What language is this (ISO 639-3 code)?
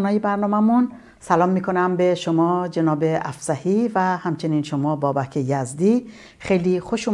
fas